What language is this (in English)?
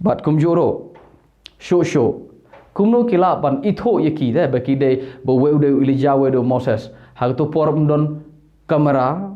Khasi